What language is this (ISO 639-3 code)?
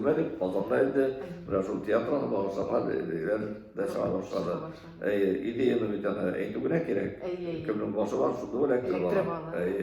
tat